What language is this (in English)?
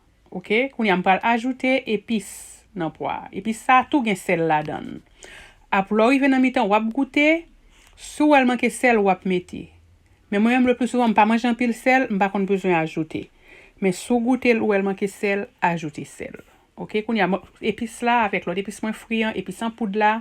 Haitian Creole